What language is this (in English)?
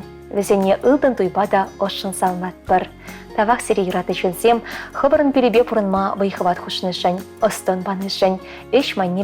Chuvash